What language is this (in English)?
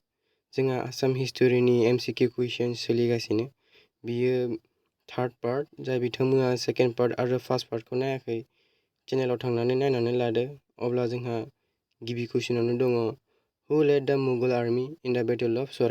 Bodo